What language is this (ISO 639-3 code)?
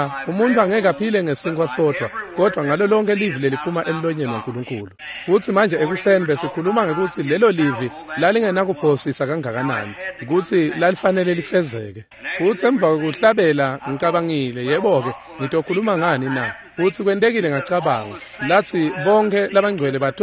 ssw